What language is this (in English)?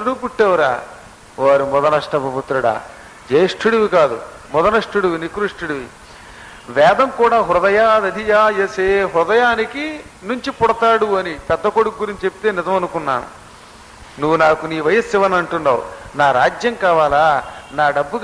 Telugu